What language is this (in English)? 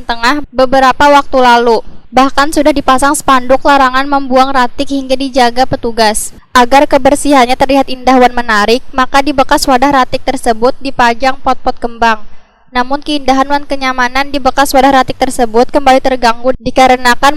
Banjar